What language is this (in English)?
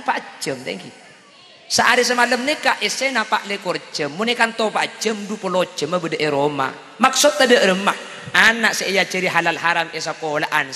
Madurese